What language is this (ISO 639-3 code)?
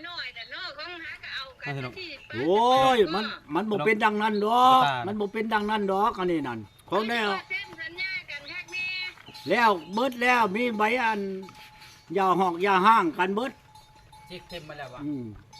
lao